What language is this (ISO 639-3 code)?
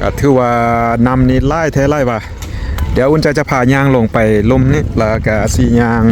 lao